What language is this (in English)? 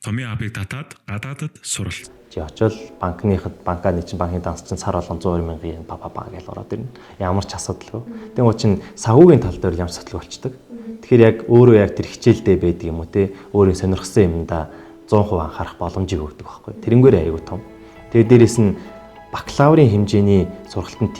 Mongolian